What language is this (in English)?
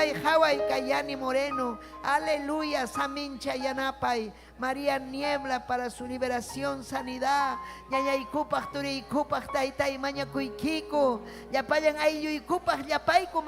Ayacucho Quechua